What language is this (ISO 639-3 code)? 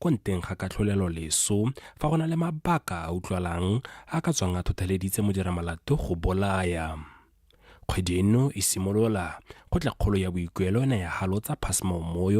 tsn